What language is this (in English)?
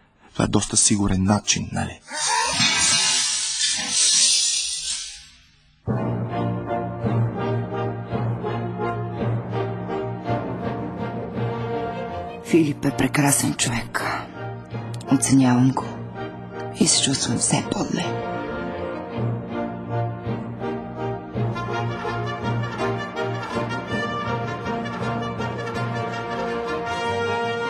Bulgarian